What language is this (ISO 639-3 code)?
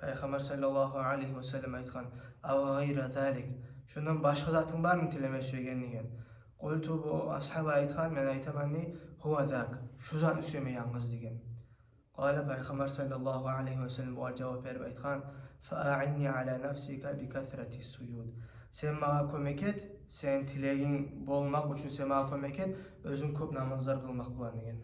kum